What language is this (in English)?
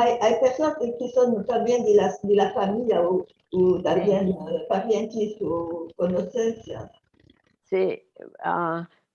Ladino